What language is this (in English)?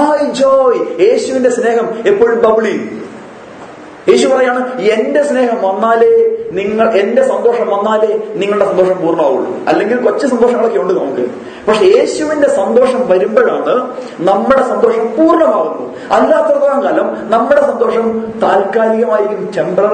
Malayalam